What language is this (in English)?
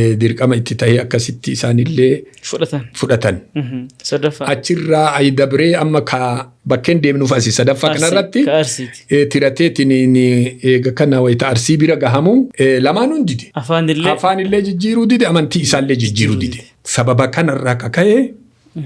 Oromo